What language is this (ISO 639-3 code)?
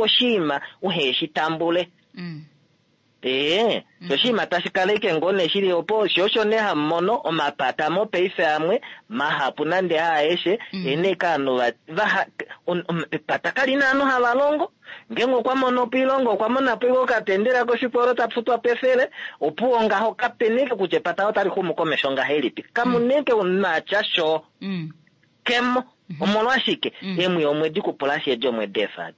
kua